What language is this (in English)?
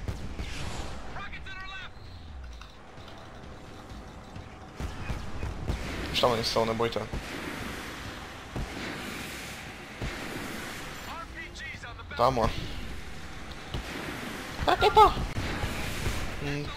Czech